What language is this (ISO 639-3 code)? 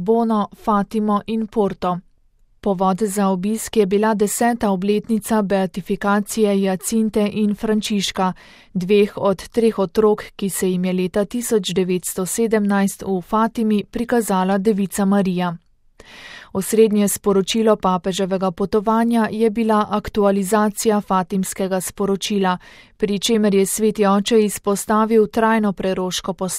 slv